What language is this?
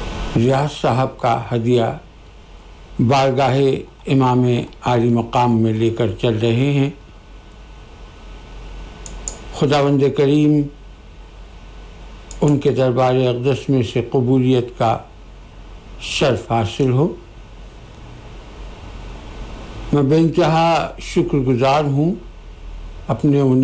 Urdu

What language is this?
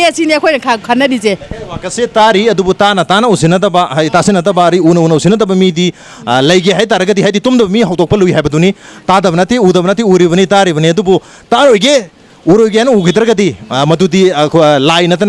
Manipuri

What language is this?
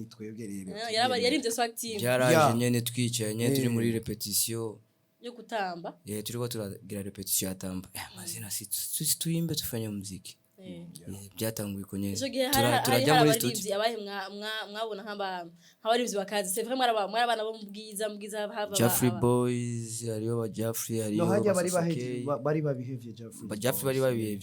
Rundi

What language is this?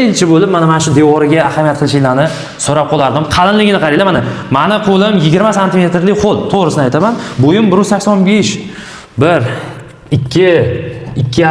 Uzbek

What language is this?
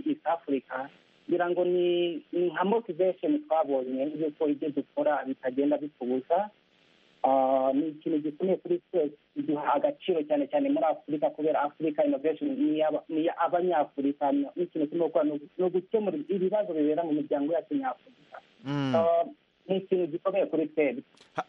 Kinyarwanda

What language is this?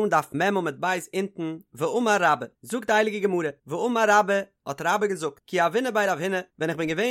Yiddish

